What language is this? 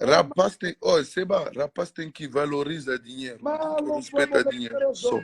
Kabuverdianu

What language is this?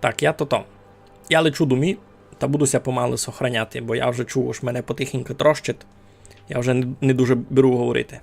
Rusyn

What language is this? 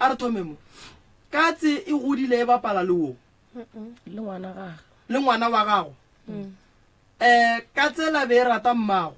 Northern Sotho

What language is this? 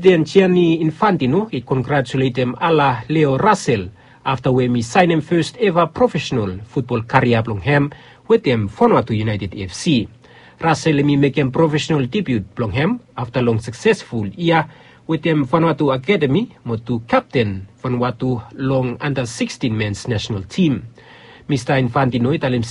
Bislama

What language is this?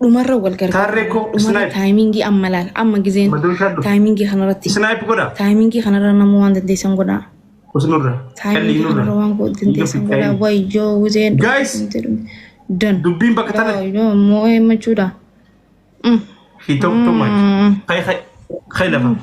Oromo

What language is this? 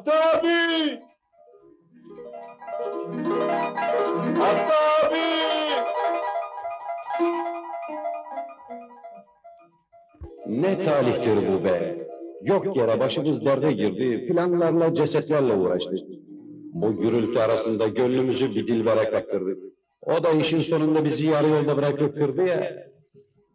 Turkish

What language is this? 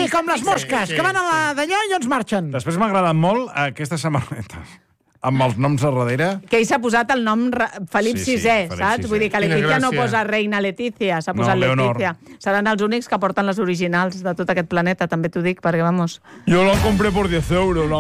Catalan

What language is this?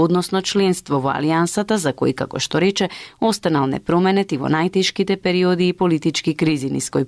Macedonian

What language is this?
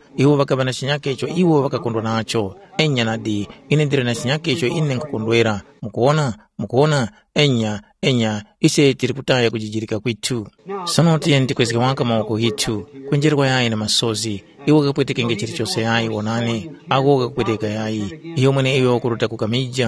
Tumbuka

